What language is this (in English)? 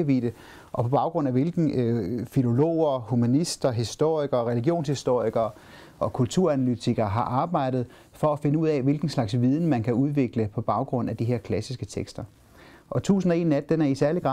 Danish